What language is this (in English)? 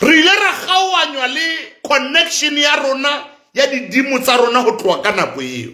Southern Sotho